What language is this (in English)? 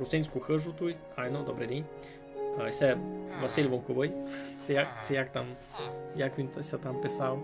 Rusyn